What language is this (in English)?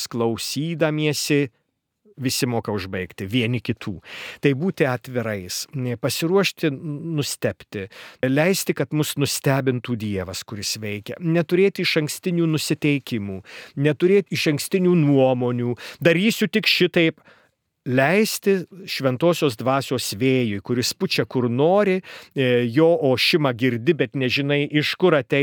Lithuanian